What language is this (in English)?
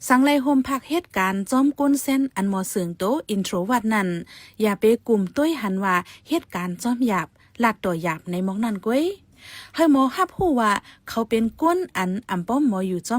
Shan